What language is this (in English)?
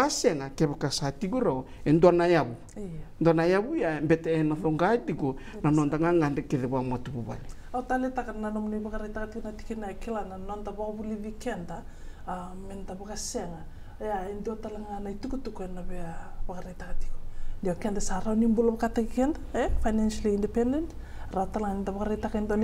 Fijian